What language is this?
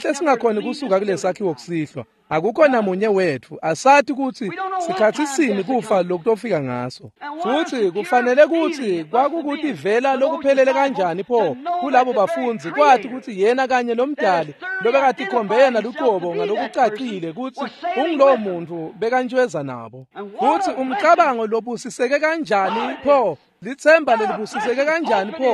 Swati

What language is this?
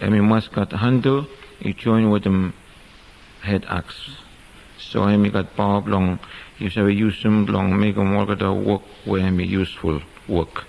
Bislama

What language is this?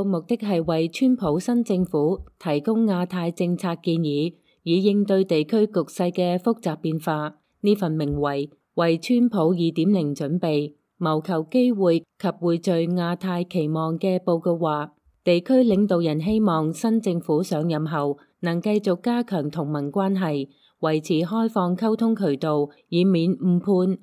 Cantonese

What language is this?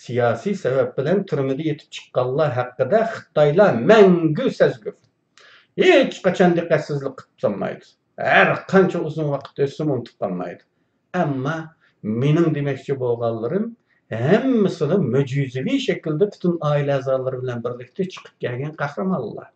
Uyghur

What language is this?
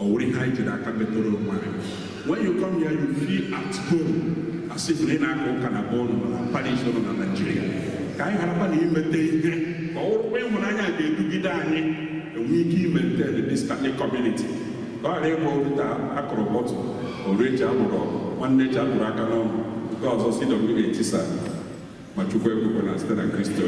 Igbo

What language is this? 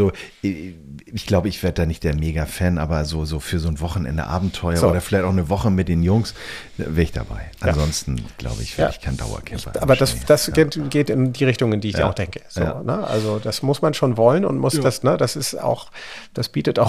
German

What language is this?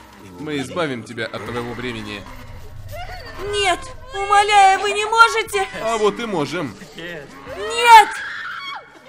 Russian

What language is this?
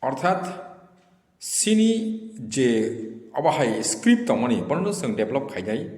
Kok Borok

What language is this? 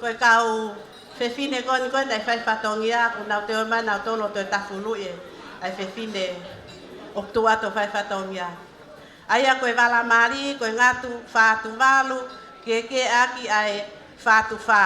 Tongan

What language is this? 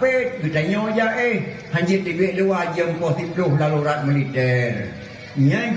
Achinese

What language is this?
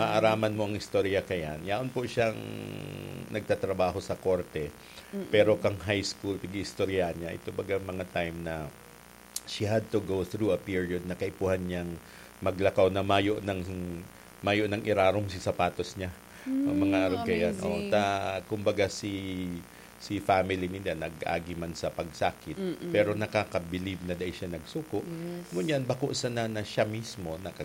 Bikol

